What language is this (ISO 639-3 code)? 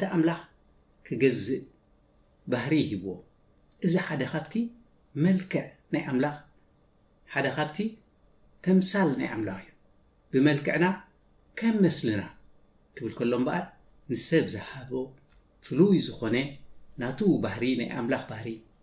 tir